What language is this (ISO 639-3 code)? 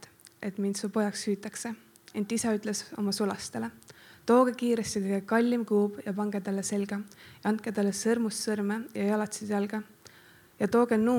est